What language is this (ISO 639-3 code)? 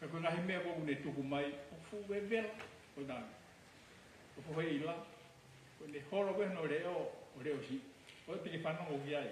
ton